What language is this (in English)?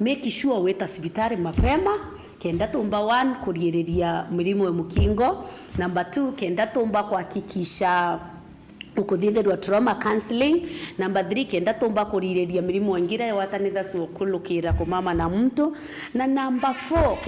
Meru